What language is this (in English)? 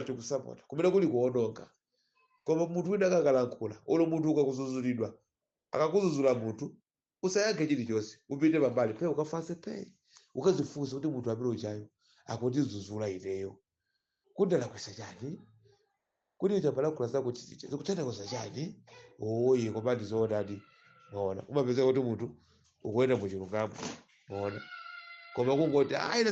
Nyanja